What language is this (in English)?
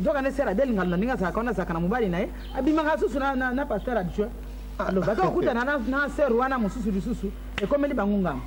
Lingala